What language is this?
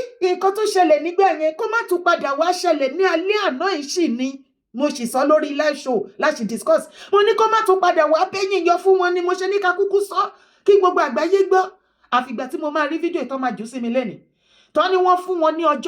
Yoruba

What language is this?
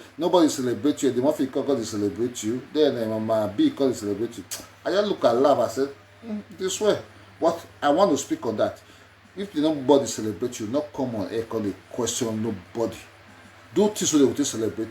Nigerian Pidgin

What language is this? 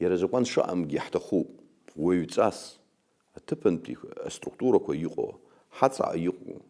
Abkhazian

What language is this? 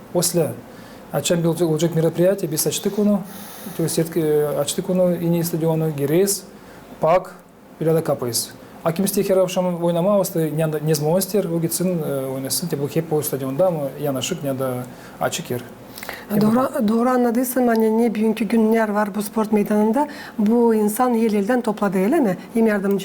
Gagauz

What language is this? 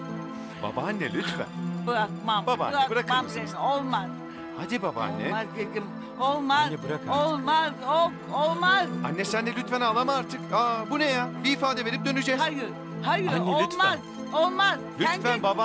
Turkish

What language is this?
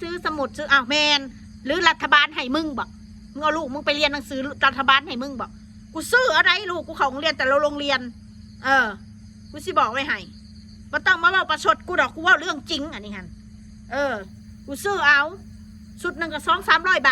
Northeastern Thai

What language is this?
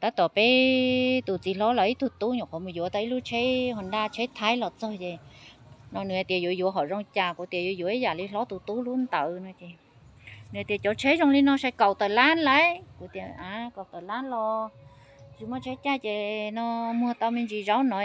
Hmong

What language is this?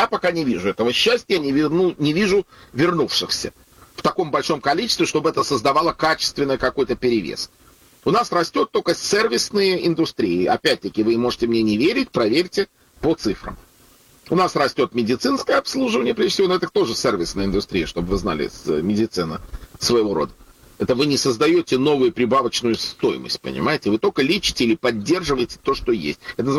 Russian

